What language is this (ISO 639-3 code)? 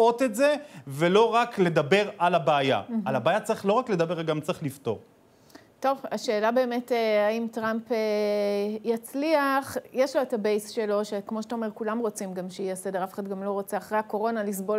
heb